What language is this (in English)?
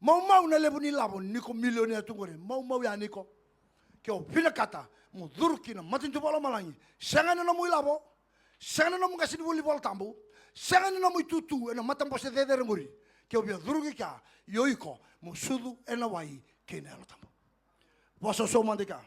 Fijian